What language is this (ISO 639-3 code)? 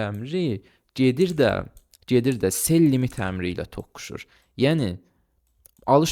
aze